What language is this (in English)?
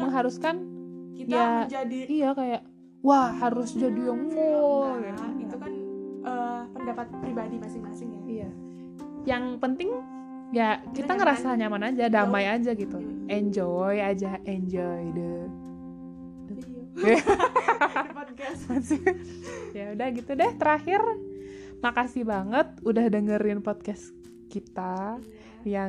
Indonesian